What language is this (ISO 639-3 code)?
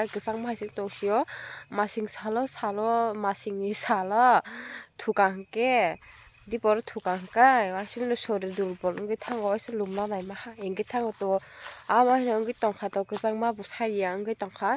trp